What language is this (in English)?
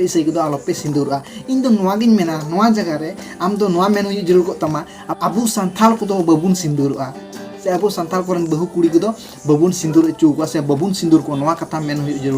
Santali